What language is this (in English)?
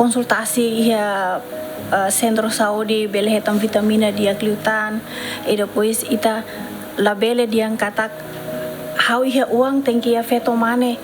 Tetum